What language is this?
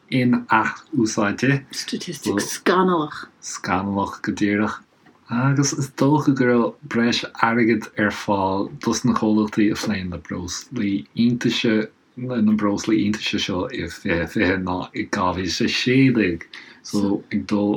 Irish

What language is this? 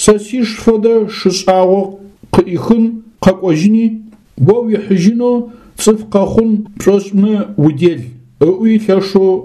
Adyghe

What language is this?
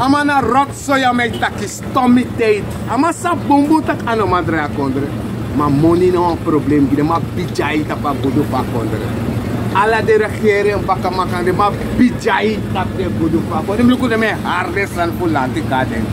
Sranan Tongo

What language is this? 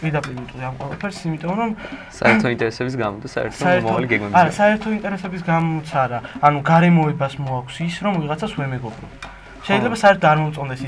Georgian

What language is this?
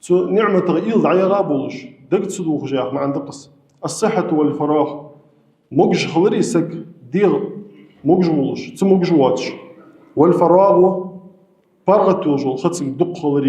Ingush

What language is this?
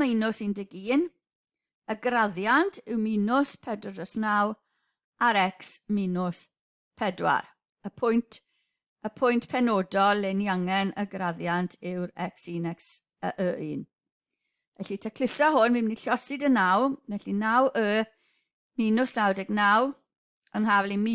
Welsh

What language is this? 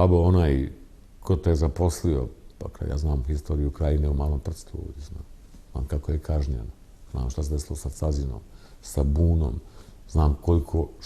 Bosnian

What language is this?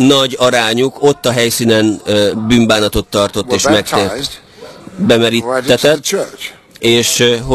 Hungarian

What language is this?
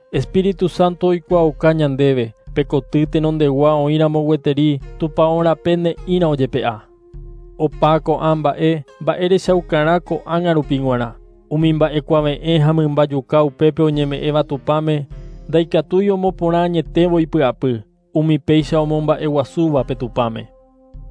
Guarani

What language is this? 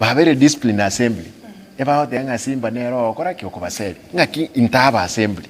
Gusii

